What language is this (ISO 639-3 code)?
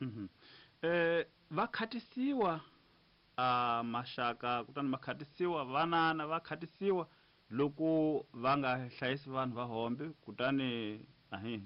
tso